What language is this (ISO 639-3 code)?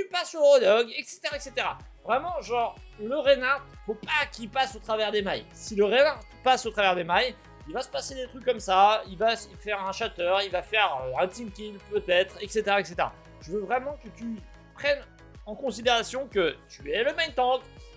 fra